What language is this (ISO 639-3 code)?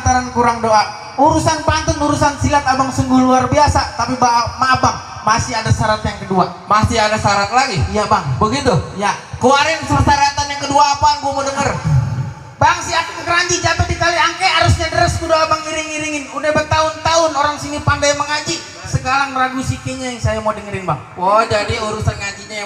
bew